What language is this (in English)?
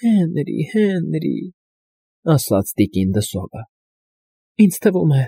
Armenian